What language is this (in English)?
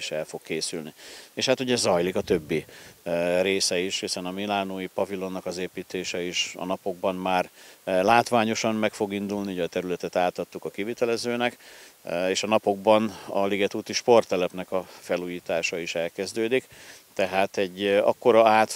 Hungarian